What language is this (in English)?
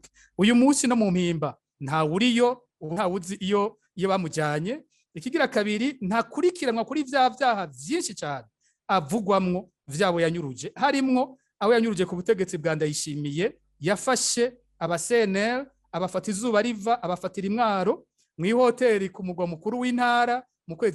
Rundi